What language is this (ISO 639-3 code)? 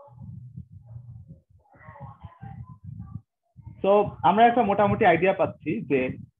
ben